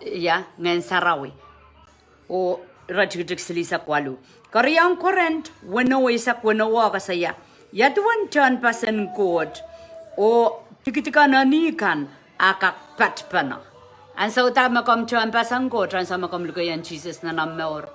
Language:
Pohnpeian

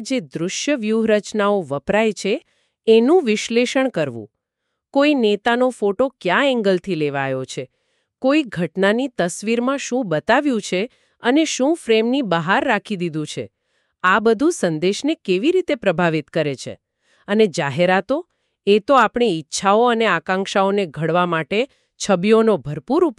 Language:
Gujarati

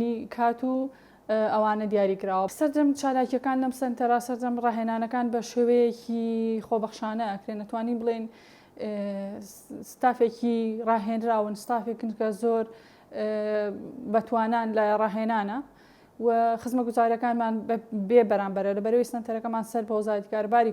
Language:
Central Kurdish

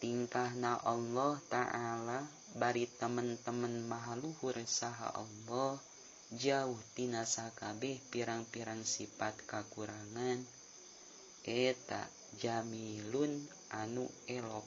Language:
Sundanese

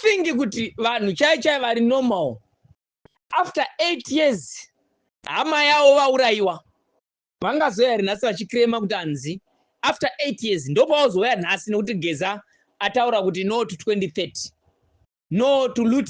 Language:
Shona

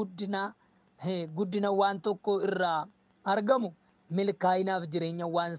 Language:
Oromo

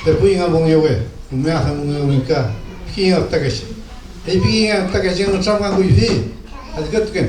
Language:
Mapuche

